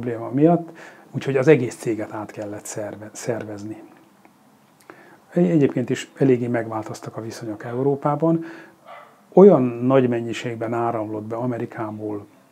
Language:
Hungarian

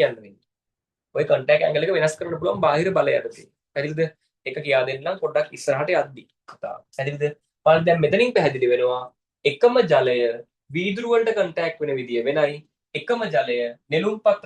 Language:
Sinhala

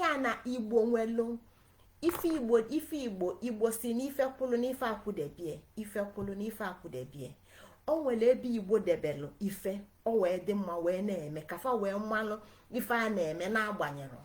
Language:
Igbo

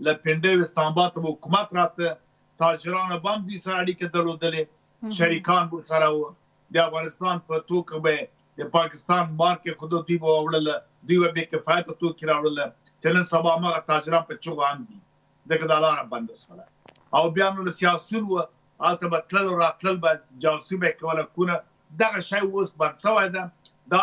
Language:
Pashto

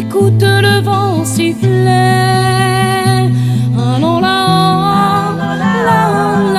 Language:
Réunion Creole French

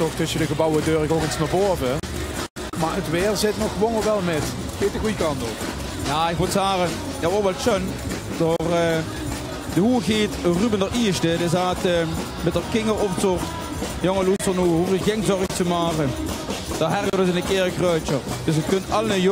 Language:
Limburgish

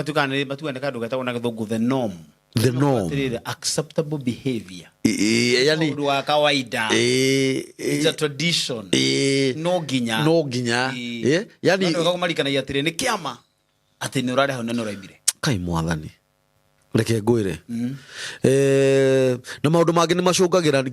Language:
Kikuyu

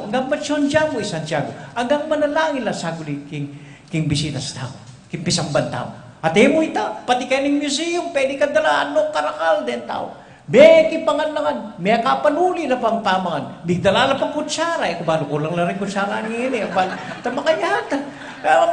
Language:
Pampanga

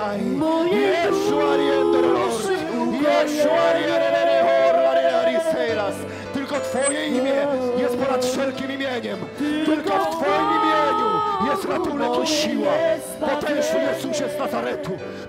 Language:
Polish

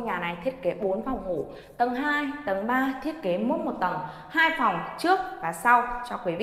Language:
Vietnamese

